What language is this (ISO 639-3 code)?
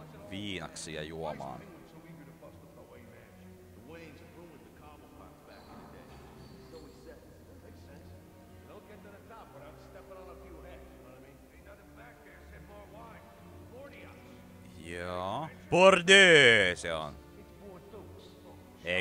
fin